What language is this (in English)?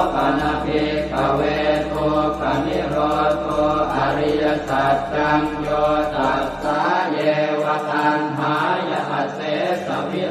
Pali